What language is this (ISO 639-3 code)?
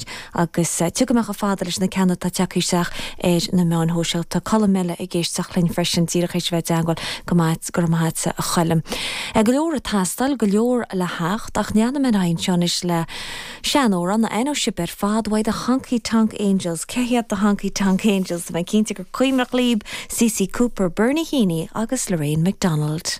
gle